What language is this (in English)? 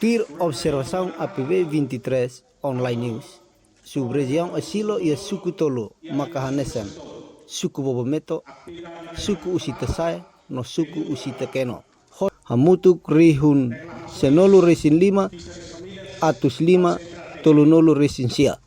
Tetum